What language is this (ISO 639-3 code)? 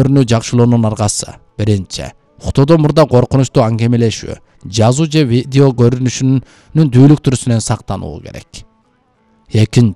kir